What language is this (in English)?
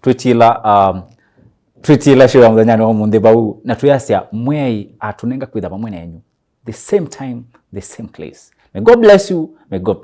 Kamba